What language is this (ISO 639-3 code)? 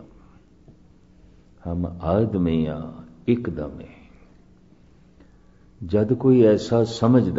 pan